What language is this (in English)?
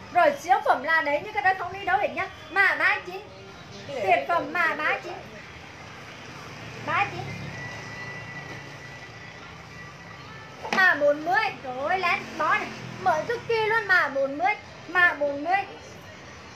Vietnamese